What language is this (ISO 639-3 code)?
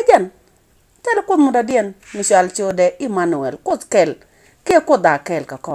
nus